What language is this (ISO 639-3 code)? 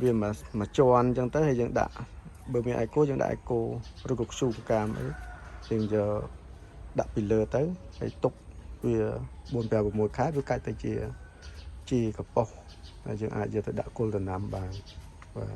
khm